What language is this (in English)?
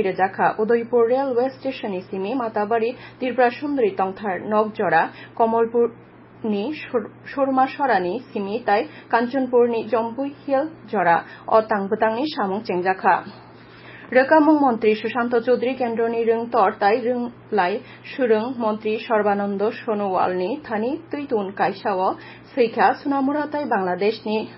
Kok Borok